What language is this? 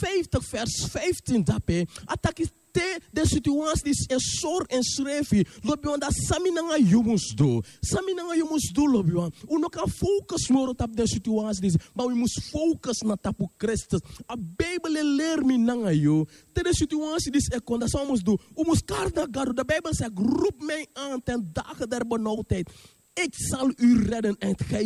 Sranan Tongo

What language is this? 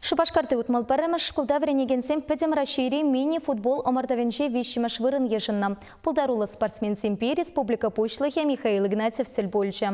Chuvash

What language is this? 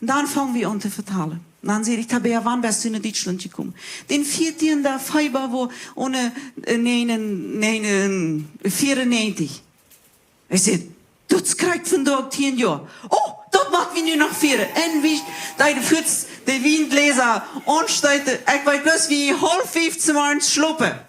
Plautdietsch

